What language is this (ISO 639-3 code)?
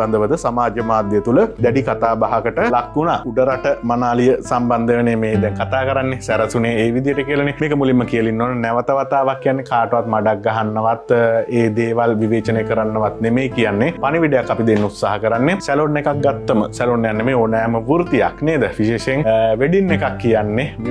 sin